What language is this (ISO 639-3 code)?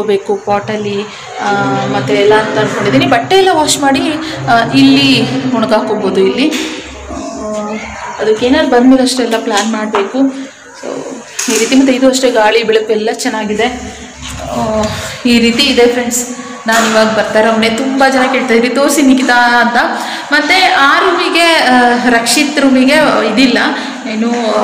kan